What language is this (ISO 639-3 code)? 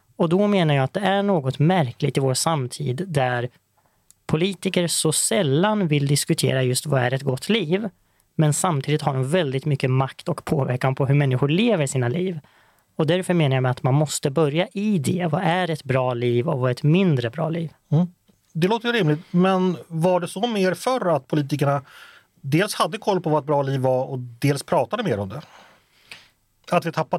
swe